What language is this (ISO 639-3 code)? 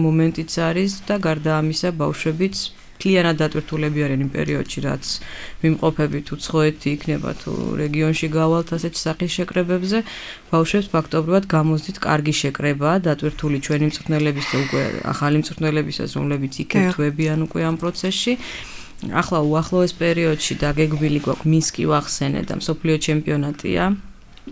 kat